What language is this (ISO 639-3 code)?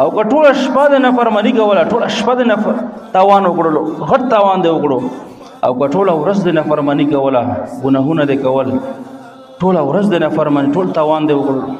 pus